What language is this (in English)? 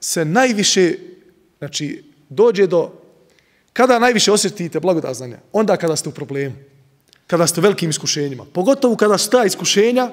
Bosnian